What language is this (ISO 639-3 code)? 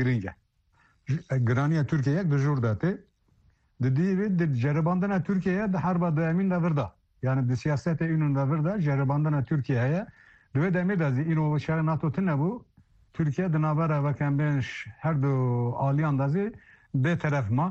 kur